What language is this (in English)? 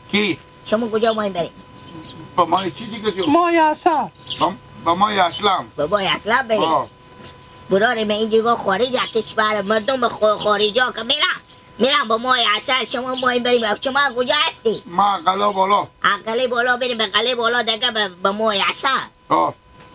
Hazaragi